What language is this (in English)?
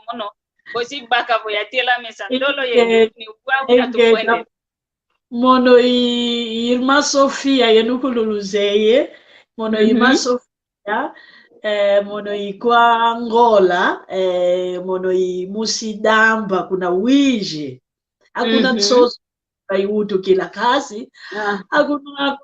San Salvador Kongo